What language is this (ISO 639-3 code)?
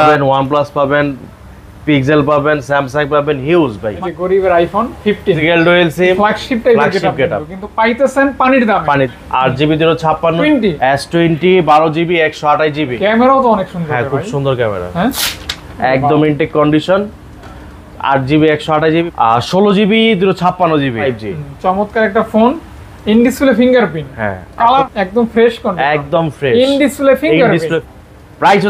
ben